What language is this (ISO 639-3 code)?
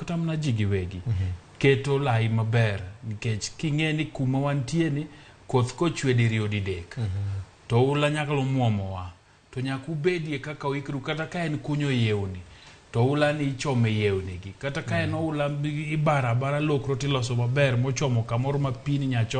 luo